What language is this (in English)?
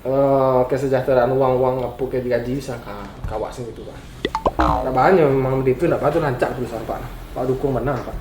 Minangkabau